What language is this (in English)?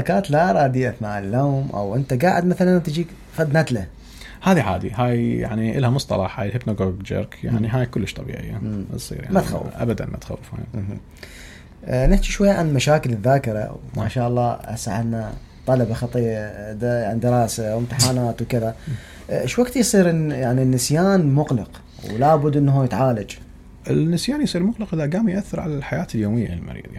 Mesopotamian Arabic